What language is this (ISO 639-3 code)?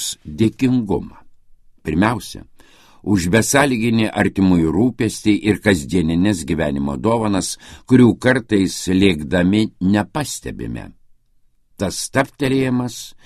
lit